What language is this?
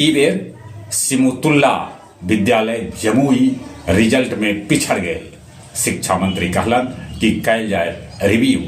Magahi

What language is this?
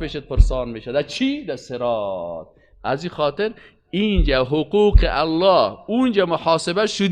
Persian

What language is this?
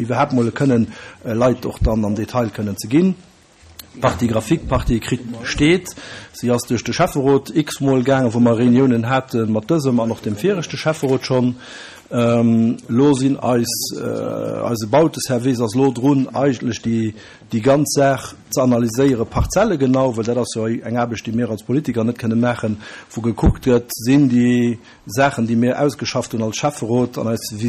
Luxembourgish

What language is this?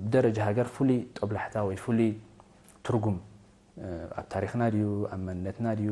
Tigrinya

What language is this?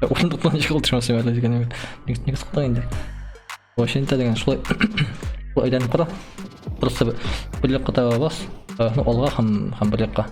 Tatar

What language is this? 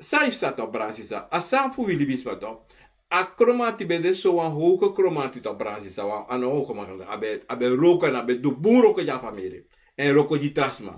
Sranan Tongo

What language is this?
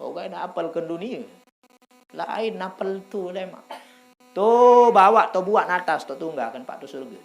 Sasak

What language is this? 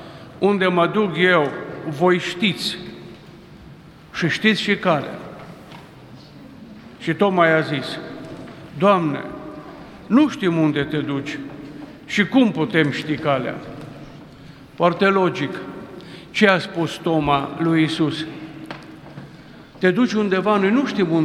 Romanian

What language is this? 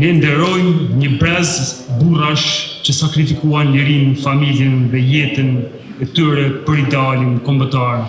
Albanian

